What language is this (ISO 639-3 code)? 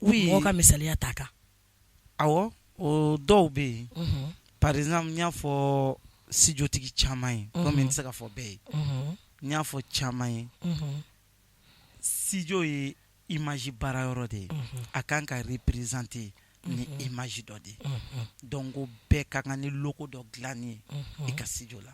bam